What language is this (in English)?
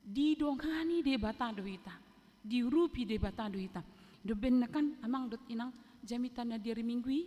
Batak Toba